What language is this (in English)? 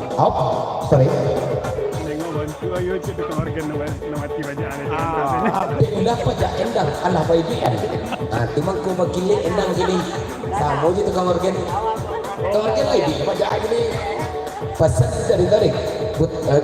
Minangkabau